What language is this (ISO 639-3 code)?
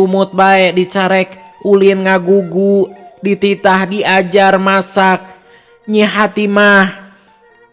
sun